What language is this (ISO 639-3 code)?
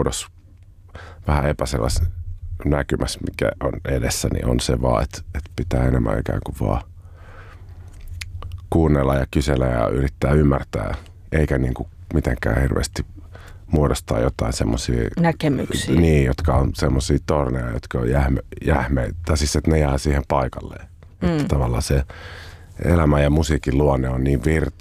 fin